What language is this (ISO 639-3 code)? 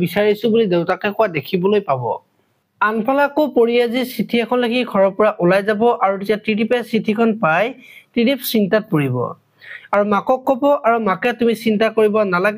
asm